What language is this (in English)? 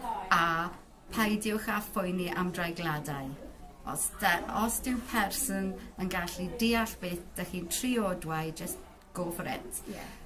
Welsh